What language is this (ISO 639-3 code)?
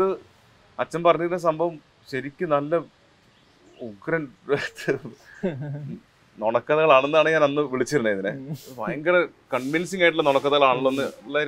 mal